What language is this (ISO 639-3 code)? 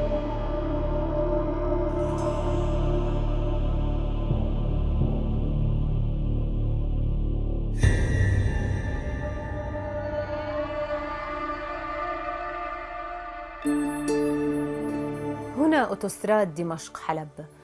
ara